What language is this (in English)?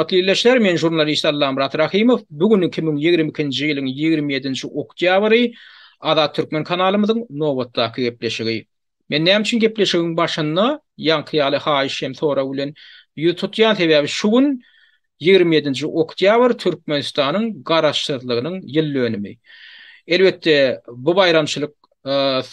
Turkmen